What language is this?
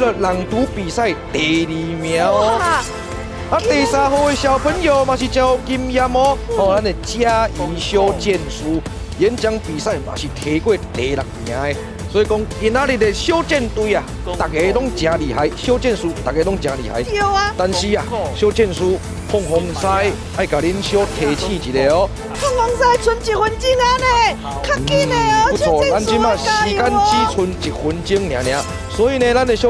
Min Nan Chinese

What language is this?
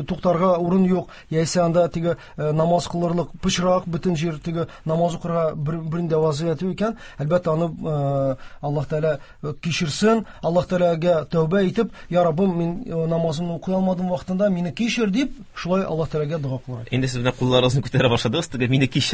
Tatar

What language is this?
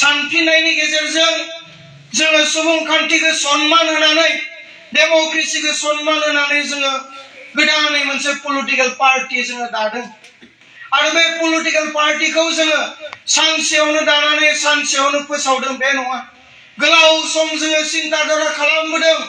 Bodo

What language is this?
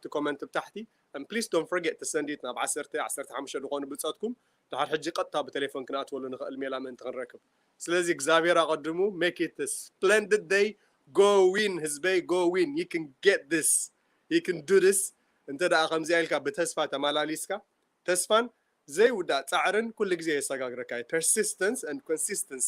Tigrinya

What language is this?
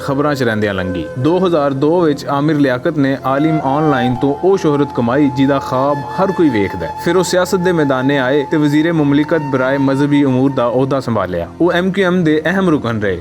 Western Panjabi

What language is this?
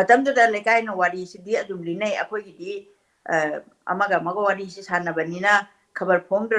Manipuri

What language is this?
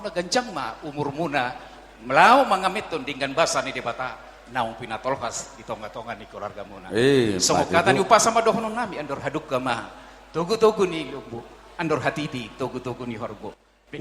Batak Toba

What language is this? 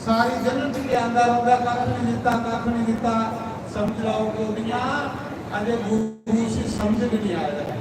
Dogri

